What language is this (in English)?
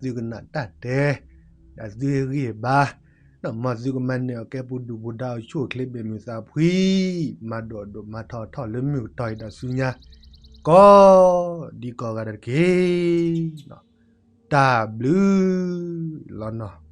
S'gaw Karen